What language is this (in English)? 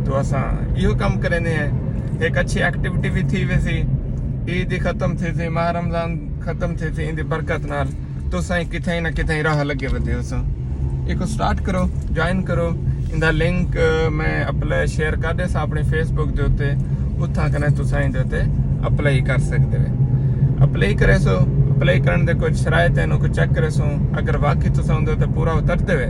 Saraiki